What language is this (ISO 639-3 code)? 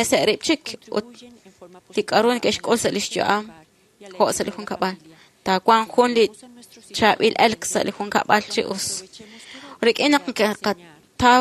kek